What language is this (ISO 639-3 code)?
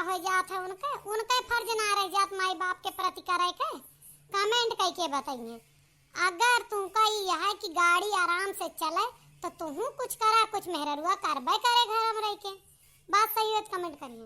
awa